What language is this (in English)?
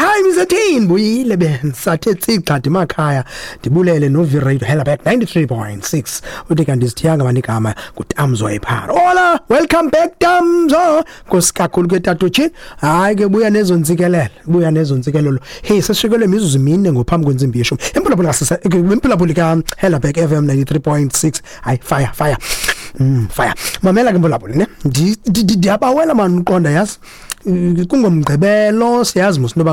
Xhosa